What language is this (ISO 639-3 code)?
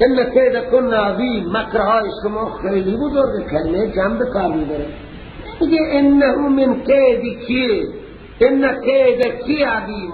fas